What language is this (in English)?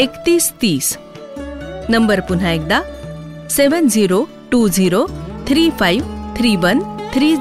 Marathi